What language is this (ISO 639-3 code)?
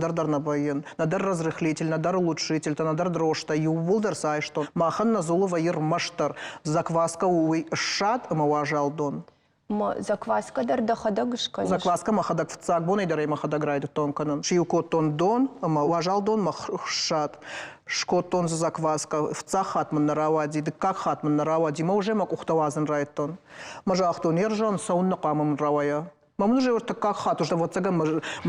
oss